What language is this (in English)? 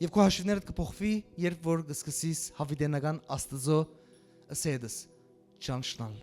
Western Armenian